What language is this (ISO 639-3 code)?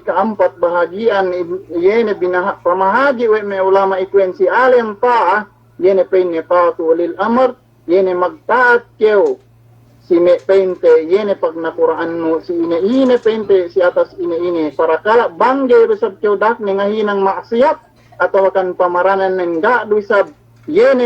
yka